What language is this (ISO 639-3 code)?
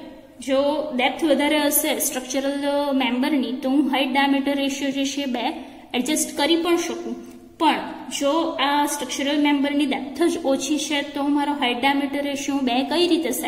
guj